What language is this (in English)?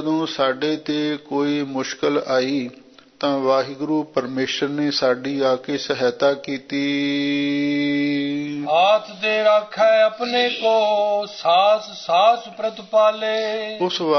Punjabi